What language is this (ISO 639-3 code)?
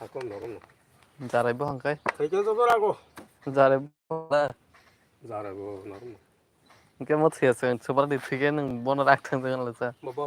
trp